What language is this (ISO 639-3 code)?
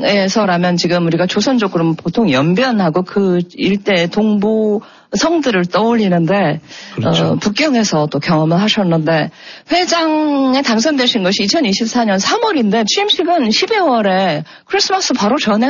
kor